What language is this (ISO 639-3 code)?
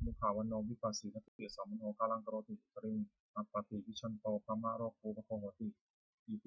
pli